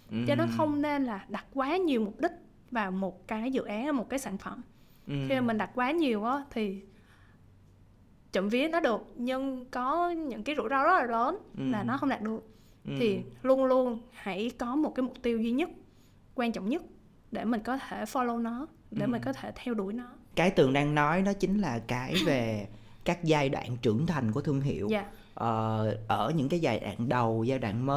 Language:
Vietnamese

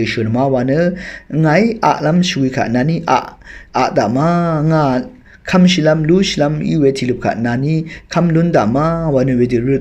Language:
Rawang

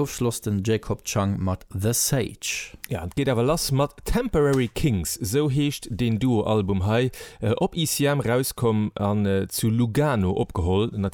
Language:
Luxembourgish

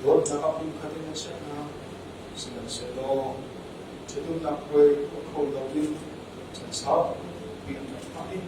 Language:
Hakha Chin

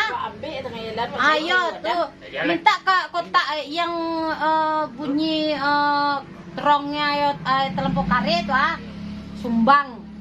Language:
Minangkabau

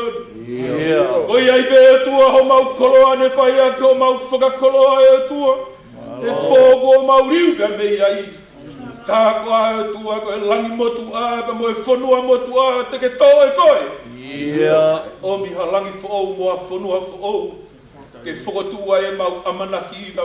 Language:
Tongan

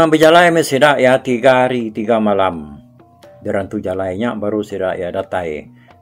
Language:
Iban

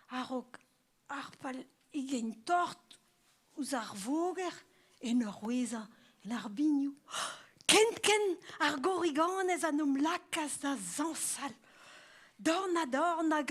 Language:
Breton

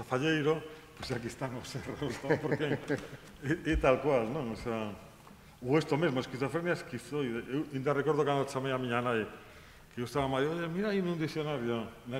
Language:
Galician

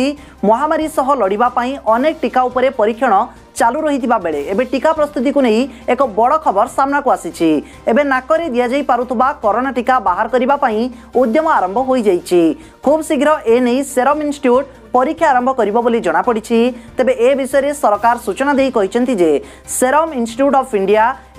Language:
Odia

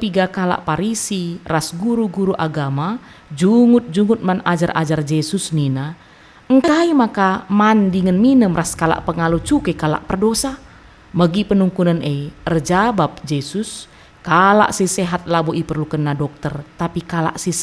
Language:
Batak Karo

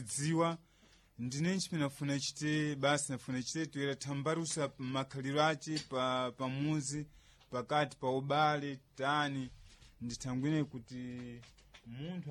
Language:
Sena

